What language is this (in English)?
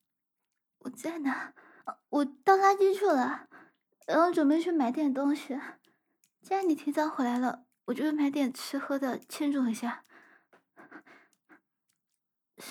Chinese